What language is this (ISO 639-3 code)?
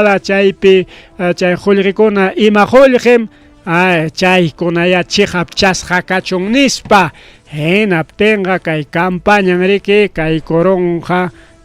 quy